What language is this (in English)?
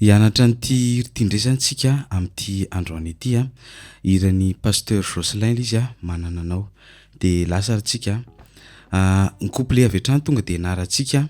Malagasy